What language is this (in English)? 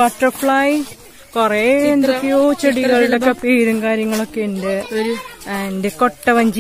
Malayalam